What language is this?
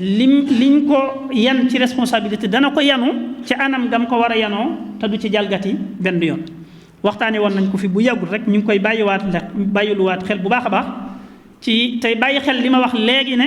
Wolof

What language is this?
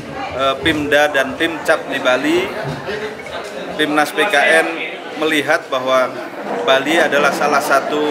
Indonesian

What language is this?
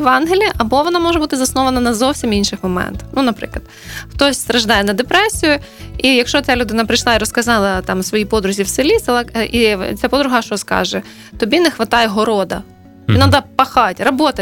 Ukrainian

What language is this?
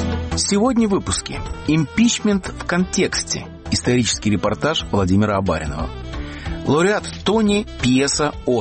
Russian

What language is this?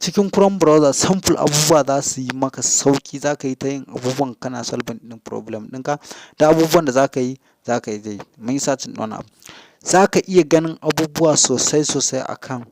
Hausa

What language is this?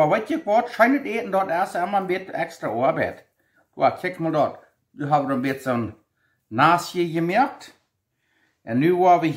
Plautdietsch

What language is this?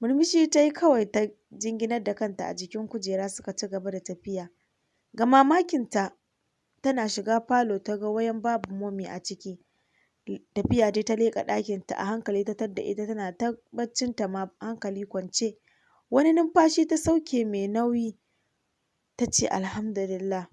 Hausa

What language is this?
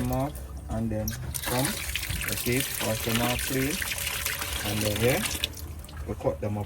Jamaican Creole English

